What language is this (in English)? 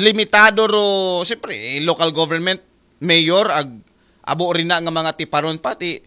Aklanon